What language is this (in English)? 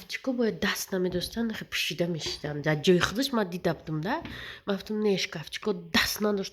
Tajik